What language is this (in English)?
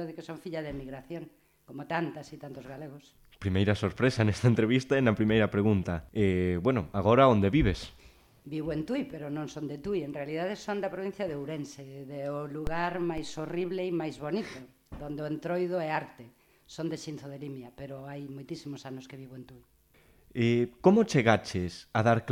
Galician